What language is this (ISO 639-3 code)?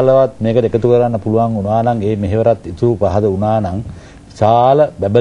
sin